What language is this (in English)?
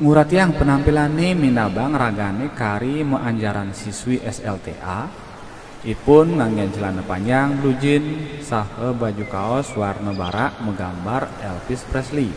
Balinese